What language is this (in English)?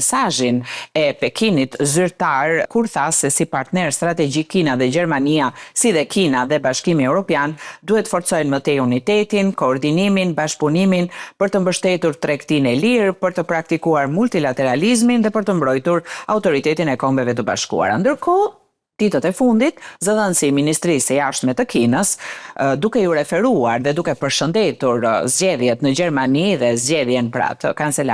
Albanian